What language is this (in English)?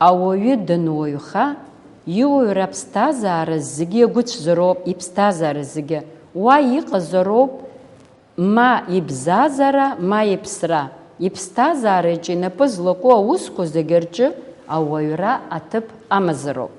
Abkhazian